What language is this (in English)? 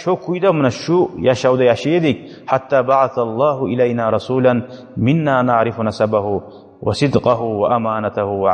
Kumyk